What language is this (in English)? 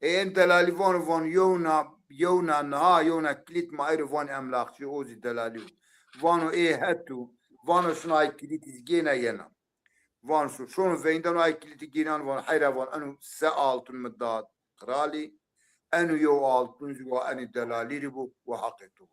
Zaza